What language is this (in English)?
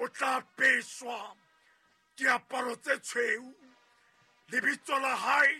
Southern Sotho